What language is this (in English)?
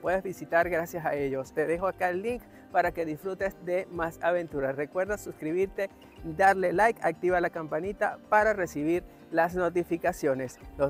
Spanish